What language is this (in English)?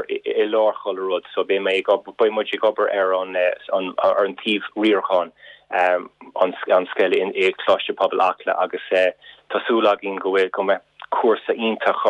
Irish